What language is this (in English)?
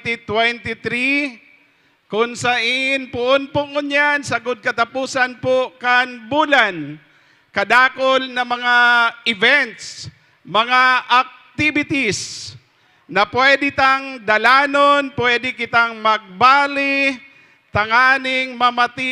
Bikol